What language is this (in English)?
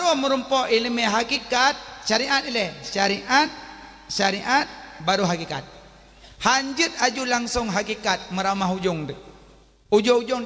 Achinese